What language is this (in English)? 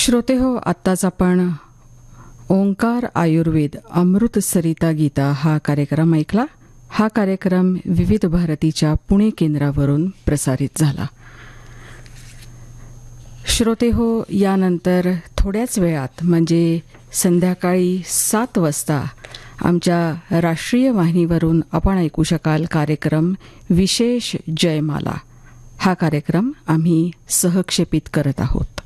Marathi